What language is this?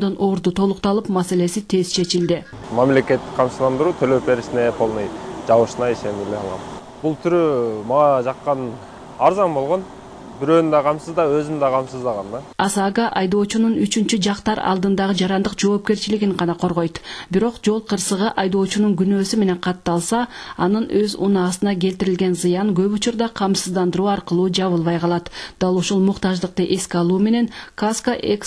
Kyrgyz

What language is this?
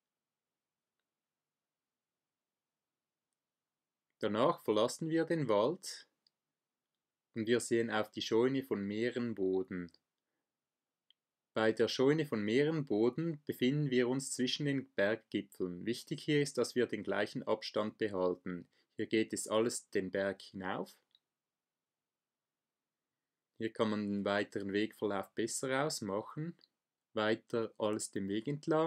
German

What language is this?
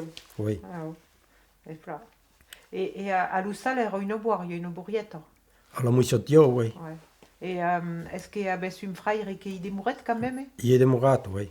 Occitan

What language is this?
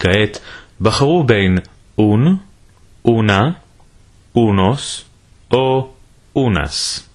Ladino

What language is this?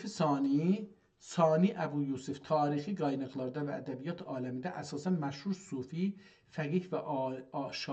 South Azerbaijani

